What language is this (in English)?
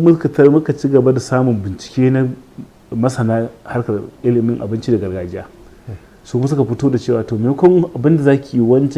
Hausa